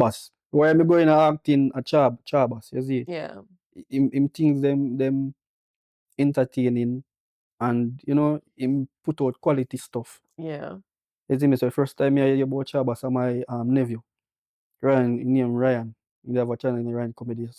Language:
Jamaican Creole English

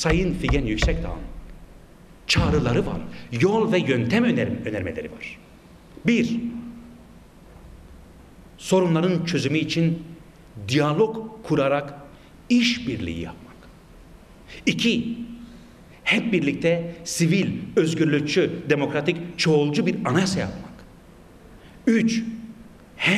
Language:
Turkish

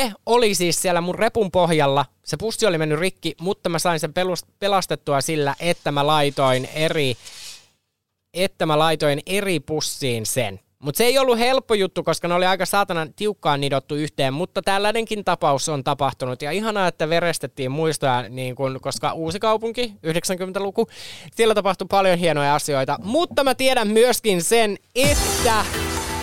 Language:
Finnish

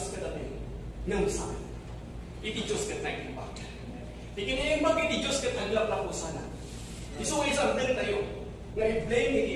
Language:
Iloko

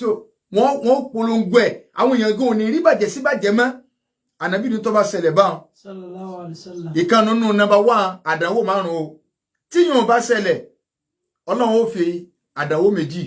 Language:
Yoruba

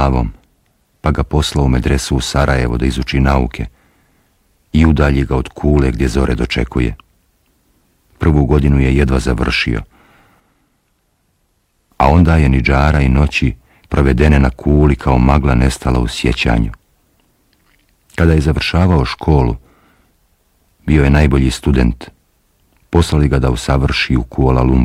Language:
Bosnian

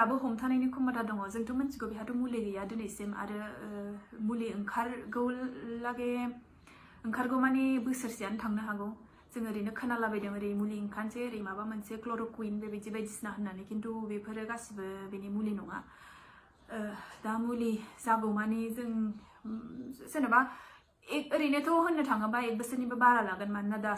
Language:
Bodo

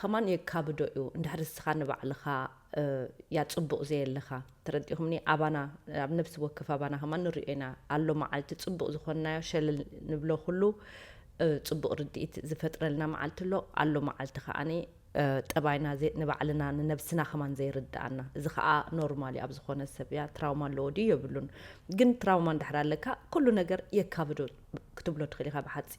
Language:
Tigrinya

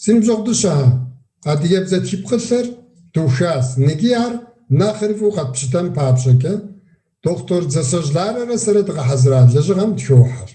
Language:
Kabardian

